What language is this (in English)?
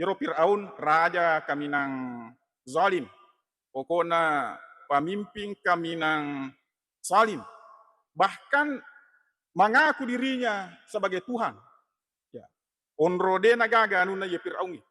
Buginese